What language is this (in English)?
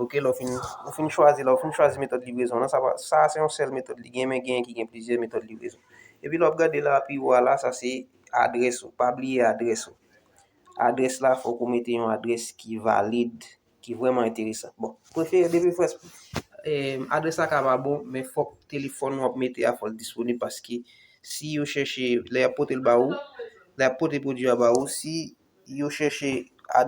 Haitian Creole